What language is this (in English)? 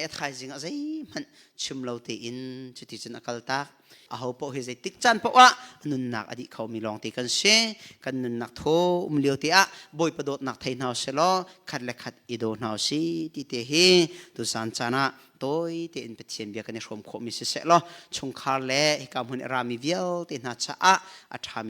Hakha Chin